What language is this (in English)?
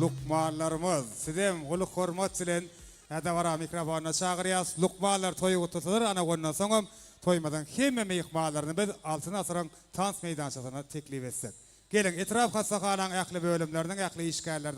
Turkmen